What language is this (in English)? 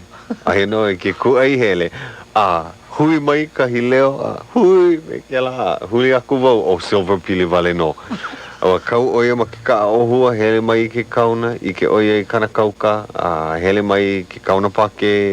Hawaiian